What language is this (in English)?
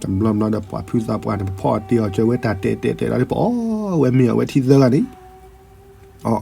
S'gaw Karen